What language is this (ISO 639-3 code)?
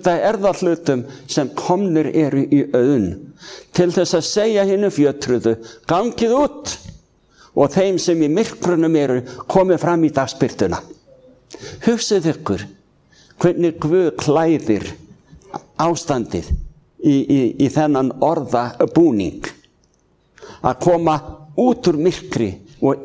isl